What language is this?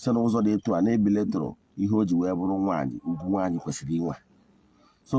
Igbo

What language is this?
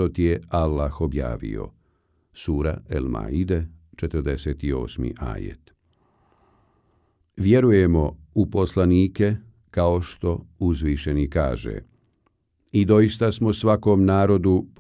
Bosnian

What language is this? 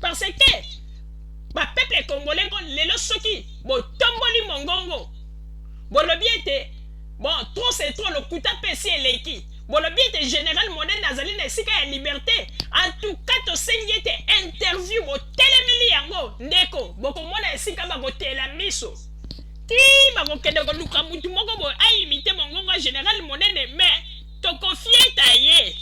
Lingala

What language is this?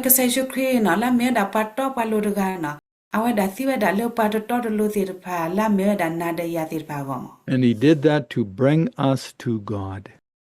S'gaw Karen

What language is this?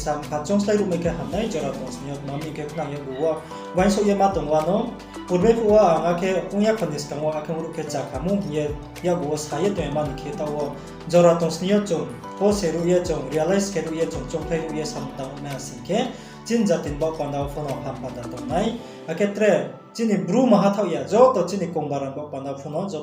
Riang (India)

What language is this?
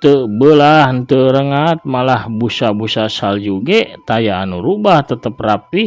Sundanese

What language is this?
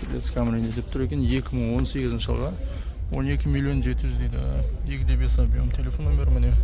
Kazakh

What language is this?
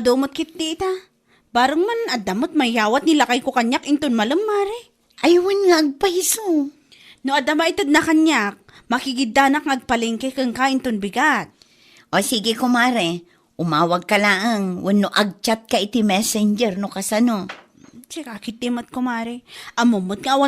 Iloko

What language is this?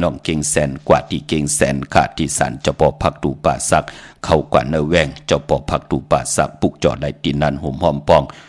Shan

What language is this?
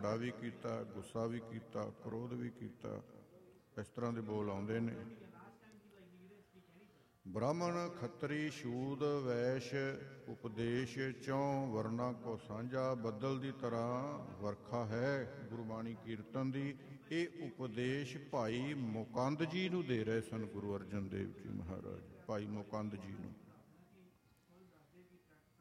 Punjabi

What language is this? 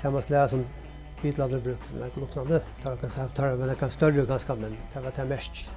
Faroese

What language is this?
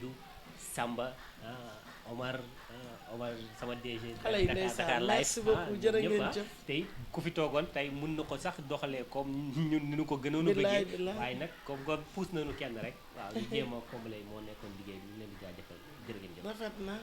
Wolof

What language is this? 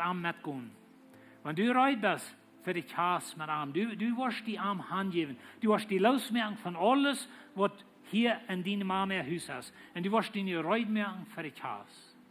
Plautdietsch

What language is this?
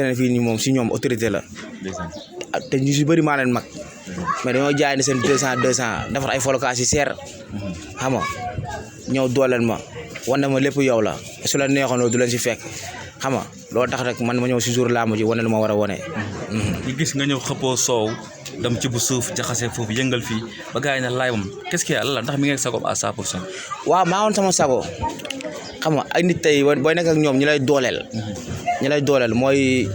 Wolof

